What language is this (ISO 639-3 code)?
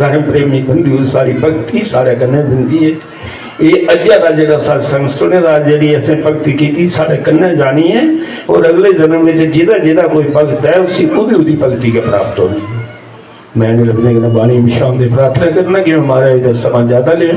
doi